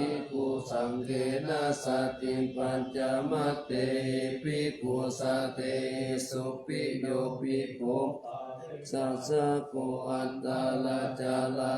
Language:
Pali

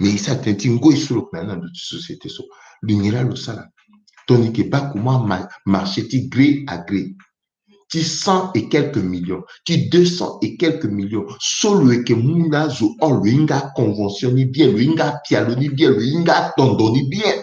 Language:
Sango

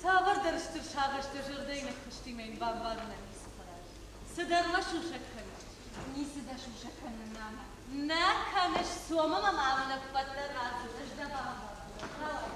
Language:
Ossetic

